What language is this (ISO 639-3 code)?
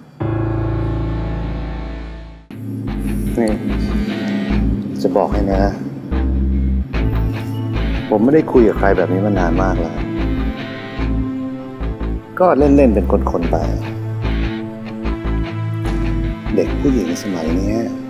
tha